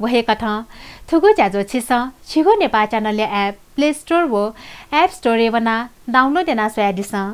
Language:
Newari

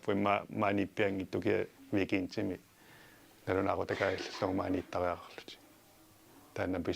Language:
Kalaallisut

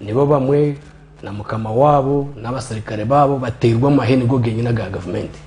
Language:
Nyankole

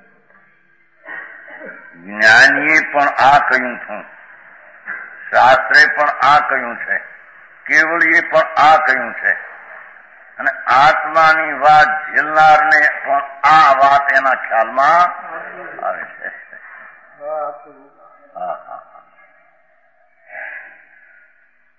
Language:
Gujarati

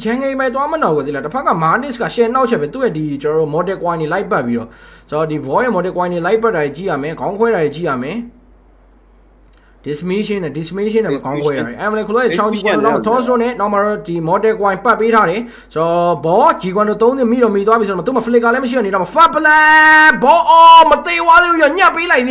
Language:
Burmese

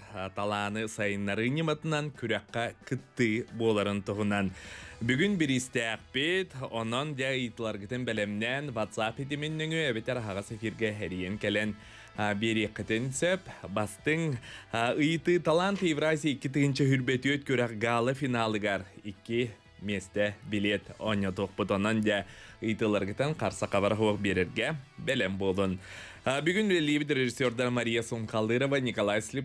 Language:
Yakut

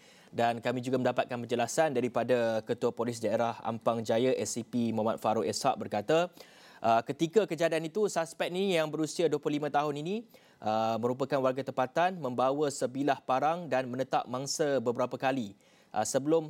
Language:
Malay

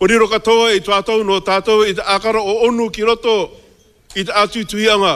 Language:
Māori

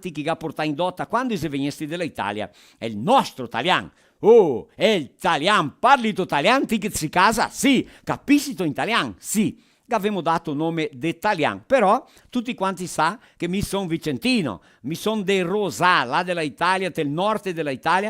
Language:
Venetian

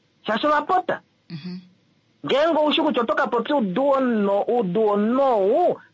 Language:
Kuanyama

